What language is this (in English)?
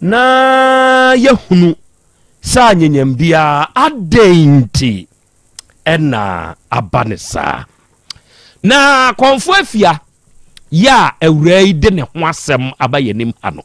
Akan